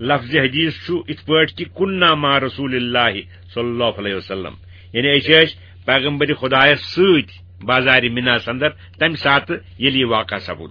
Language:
Kashmiri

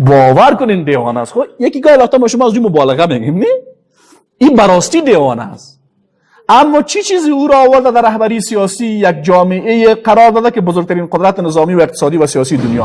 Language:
Persian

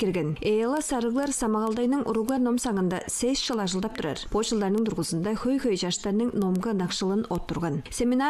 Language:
Tuvinian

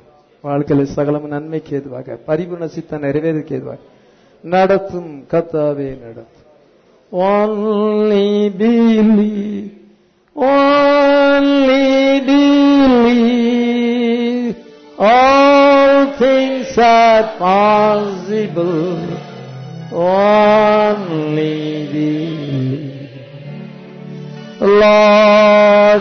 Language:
Tamil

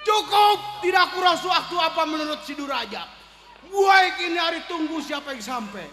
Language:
Betawi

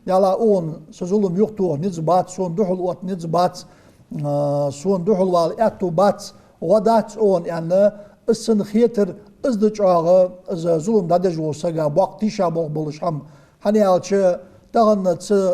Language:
Ingush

